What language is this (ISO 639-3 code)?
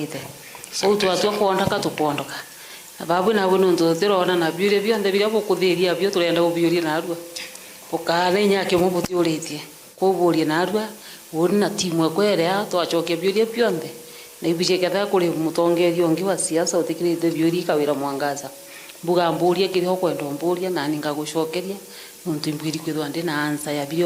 mer